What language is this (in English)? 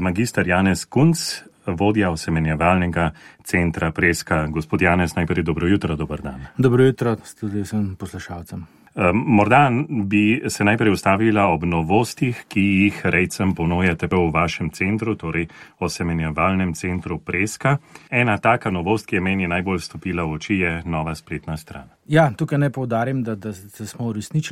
Slovenian